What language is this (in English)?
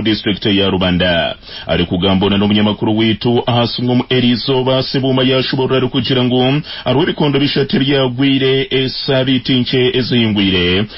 Nyankole